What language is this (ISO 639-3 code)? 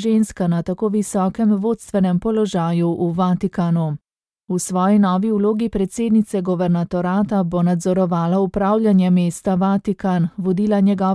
slv